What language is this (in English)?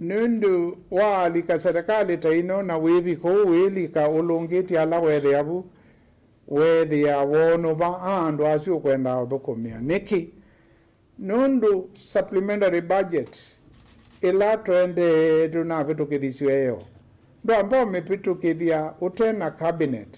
Kamba